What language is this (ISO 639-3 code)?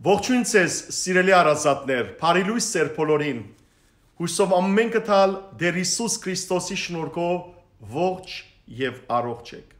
hyw